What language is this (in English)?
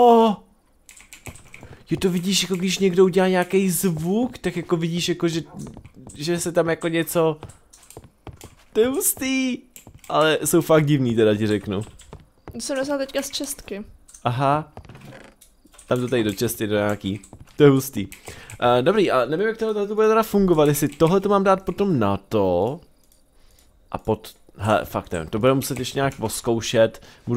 Czech